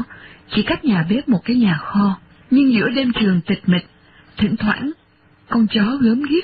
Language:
Vietnamese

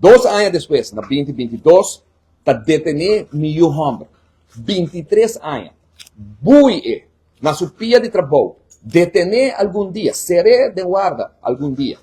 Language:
Papiamento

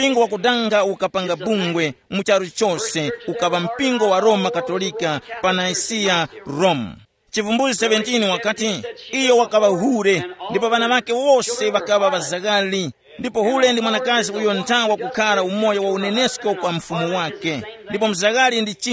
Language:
Tumbuka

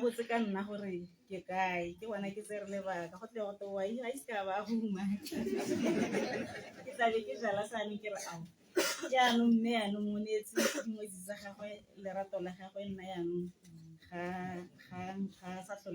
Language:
Tswana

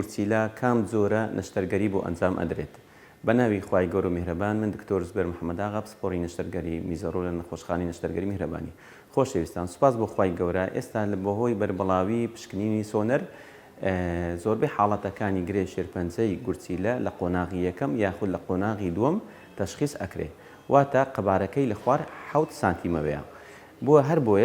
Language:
Central Kurdish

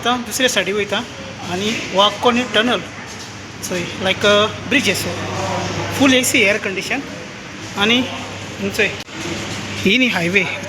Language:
Konkani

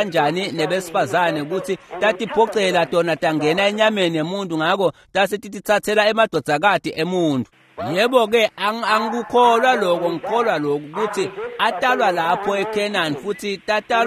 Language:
Swati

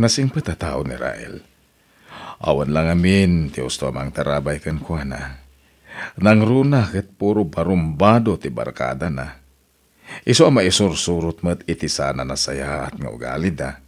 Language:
Iloko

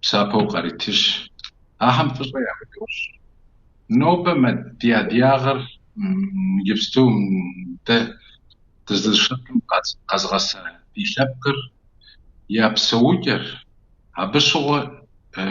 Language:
Kabardian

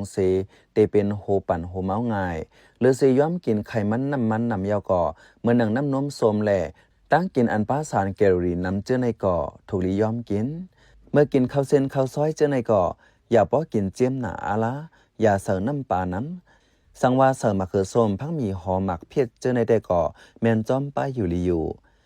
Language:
Shan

